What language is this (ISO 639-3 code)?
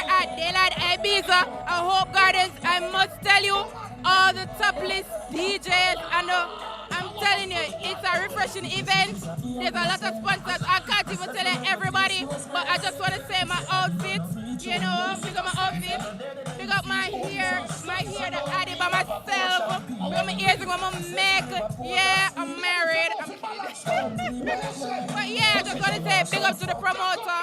jam